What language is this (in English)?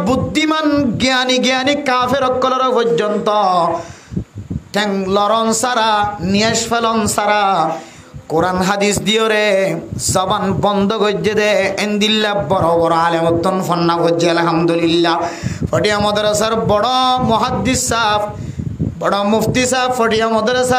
Rohingya